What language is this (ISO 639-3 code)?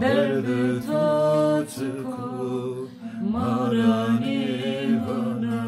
zza